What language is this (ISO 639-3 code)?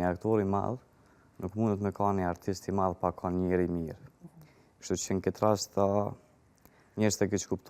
sqi